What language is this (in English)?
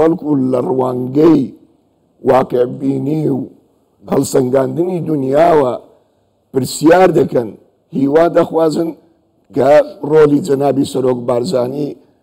Central Kurdish